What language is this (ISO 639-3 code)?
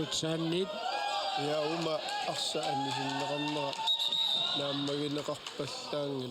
kal